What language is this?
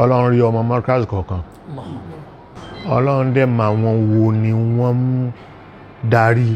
Yoruba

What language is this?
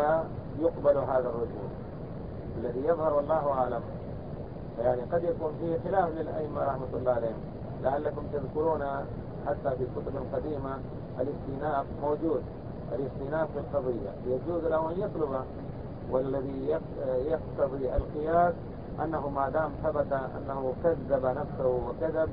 Arabic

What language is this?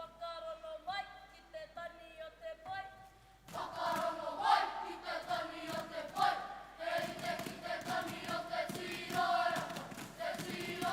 Māori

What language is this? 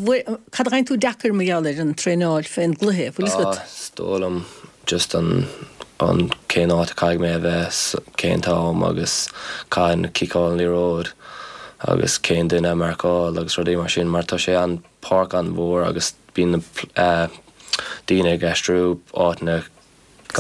Irish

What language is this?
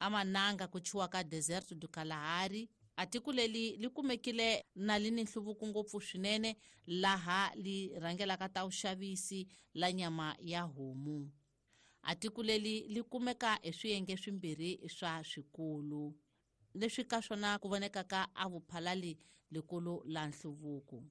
Tsonga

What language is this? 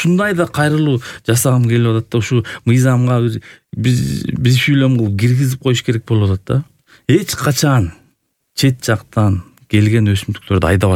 Kyrgyz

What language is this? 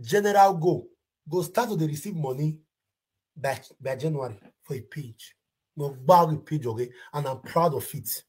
Nigerian Pidgin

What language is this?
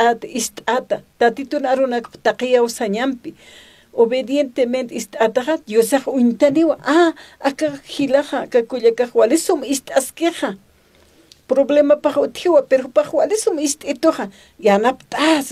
Aymara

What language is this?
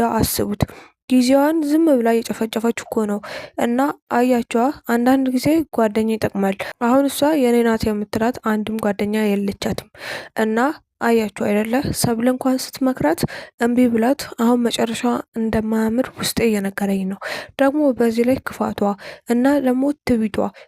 Amharic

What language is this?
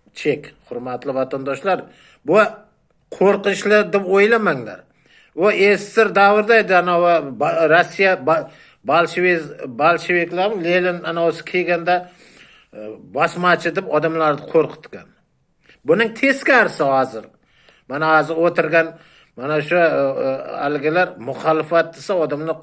Uzbek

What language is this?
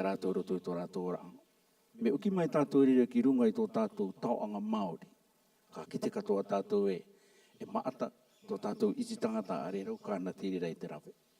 Rarotongan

